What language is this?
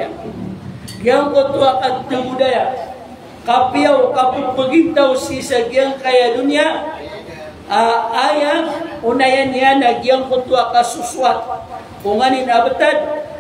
Maranao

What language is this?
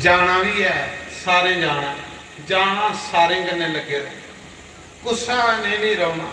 Dogri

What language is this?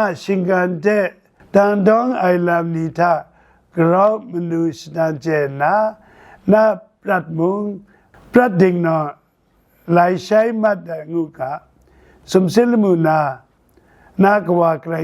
Kachin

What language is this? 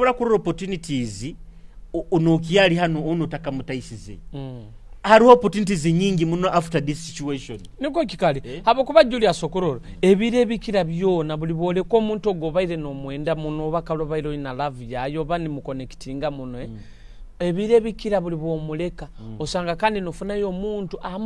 Nyoro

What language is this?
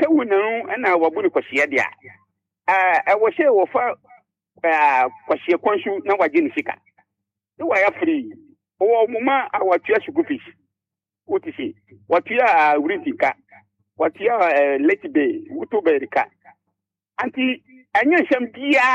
Akan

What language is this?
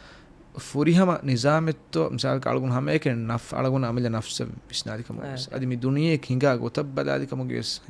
Divehi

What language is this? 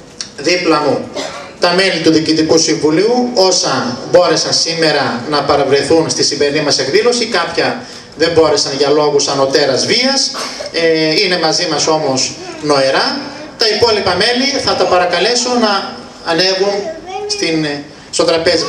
Greek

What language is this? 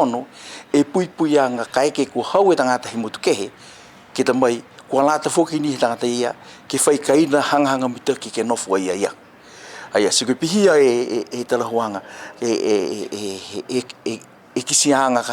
Niuean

